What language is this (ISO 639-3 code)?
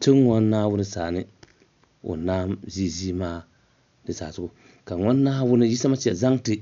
dag